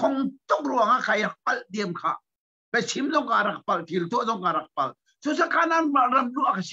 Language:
Hakha Chin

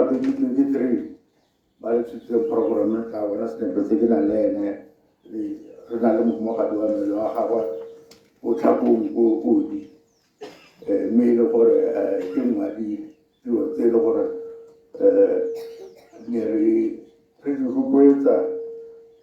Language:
Tswana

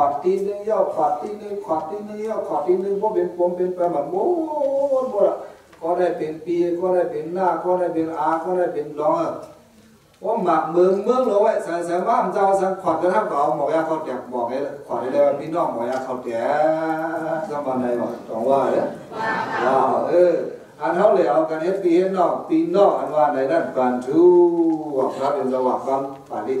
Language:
Shan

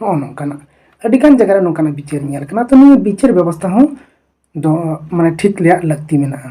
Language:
Santali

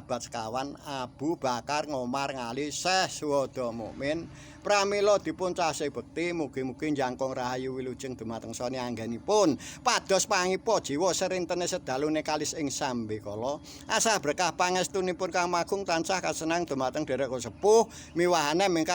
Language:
Javanese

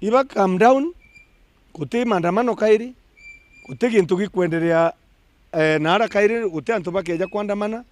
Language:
Meru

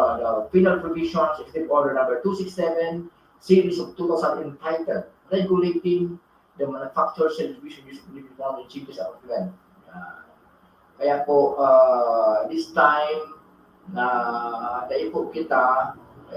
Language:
Bikol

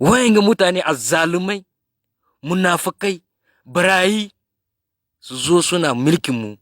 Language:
Hausa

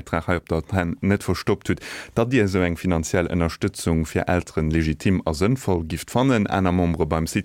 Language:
Luxembourgish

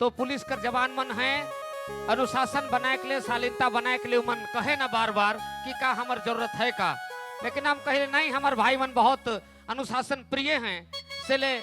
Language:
Sadri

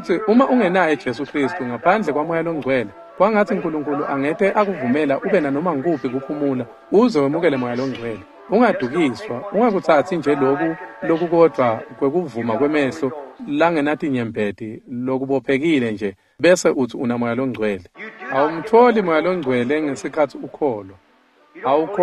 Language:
Swati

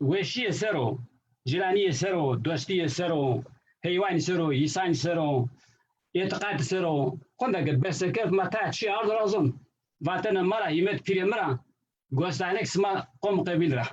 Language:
Zaza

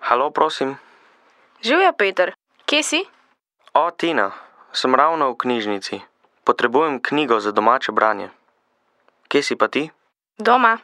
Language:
Slovenian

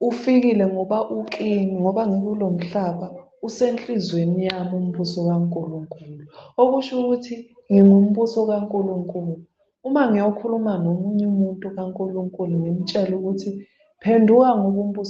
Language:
Zulu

